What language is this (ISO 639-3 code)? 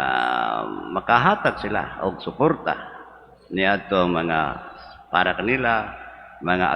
ceb